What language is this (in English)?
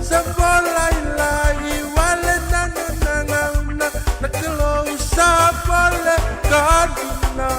Fijian